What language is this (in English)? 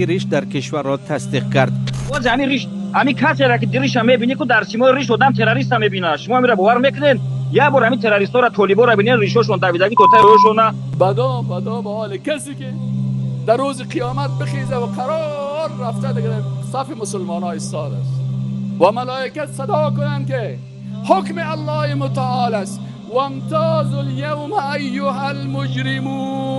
Tajik